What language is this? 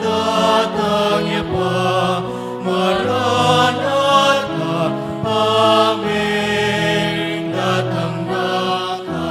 Pampanga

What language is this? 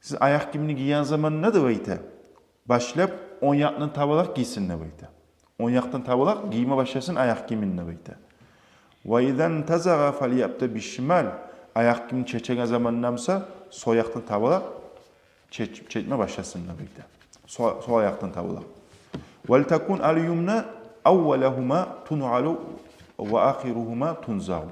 Kumyk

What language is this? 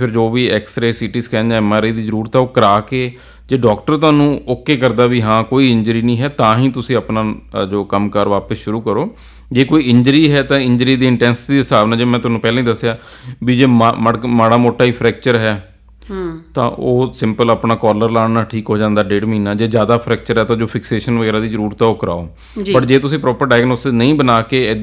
Punjabi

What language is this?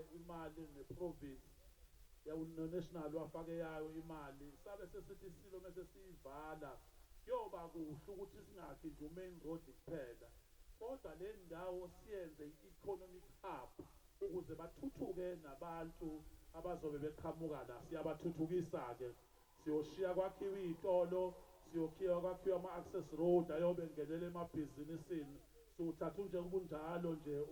Zulu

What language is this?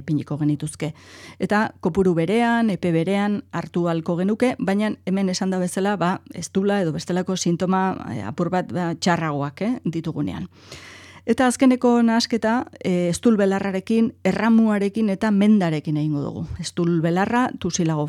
Basque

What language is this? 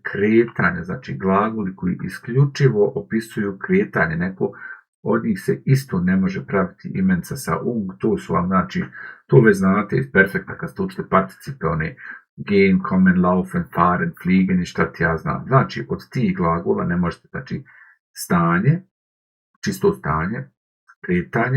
Bosnian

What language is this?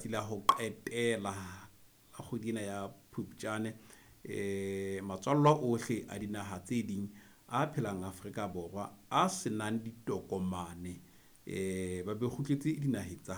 Southern Sotho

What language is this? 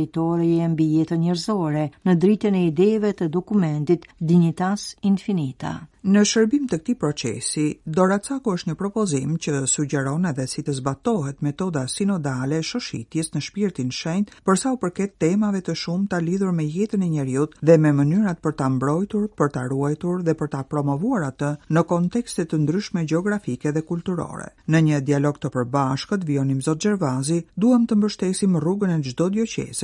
Albanian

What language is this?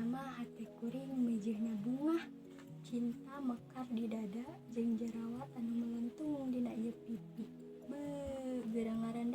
Sundanese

